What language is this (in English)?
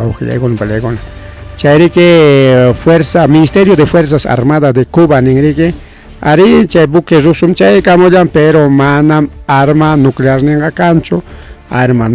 Ayacucho Quechua